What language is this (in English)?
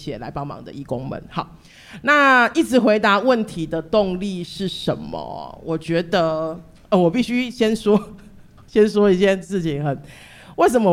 Chinese